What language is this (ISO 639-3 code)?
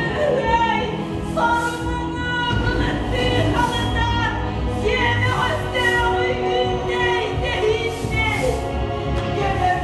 sah